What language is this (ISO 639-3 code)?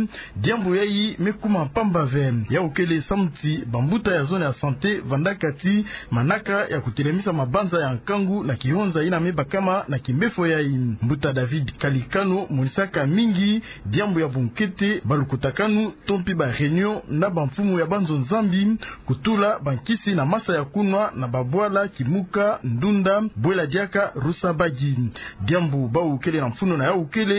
ktu